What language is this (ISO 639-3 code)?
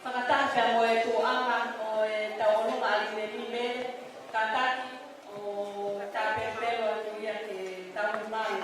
ton